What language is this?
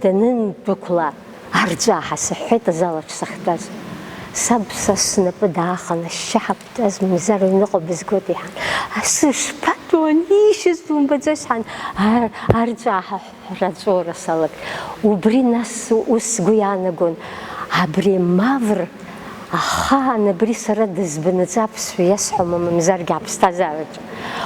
Abkhazian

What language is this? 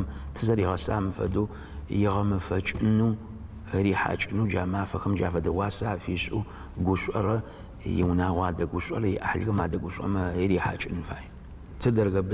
Adyghe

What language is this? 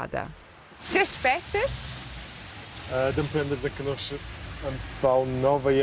Romansh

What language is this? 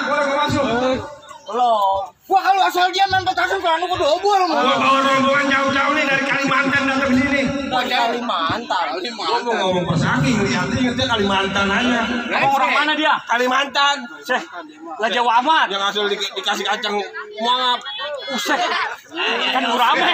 Betawi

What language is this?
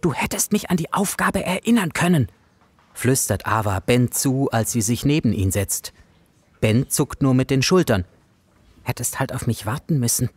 Swiss German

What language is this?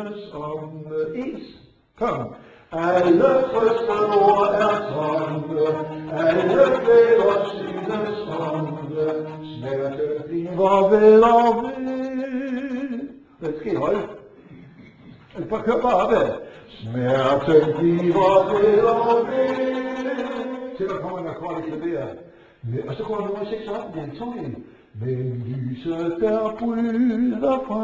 Danish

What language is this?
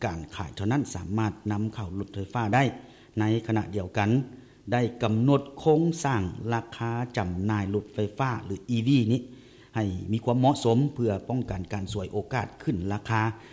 Lao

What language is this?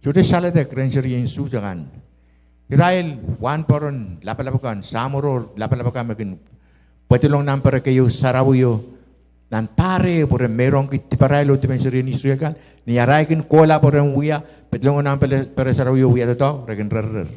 Pohnpeian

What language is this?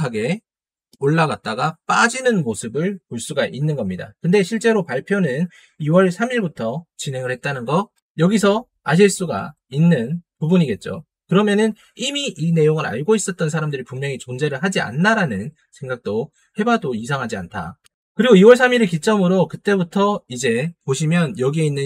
Korean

